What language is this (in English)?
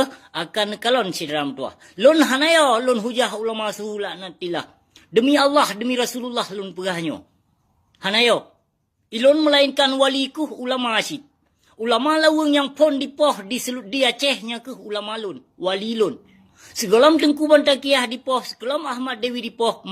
Achinese